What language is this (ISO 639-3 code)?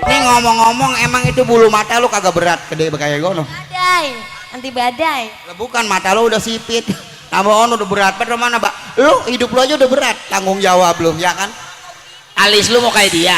bew